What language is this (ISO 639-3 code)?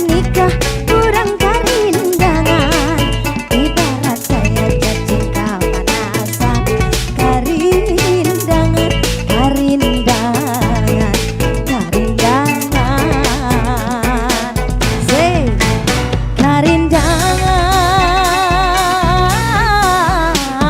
bjn